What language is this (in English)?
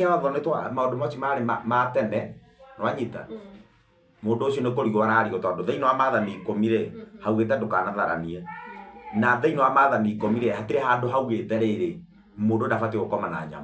Kikuyu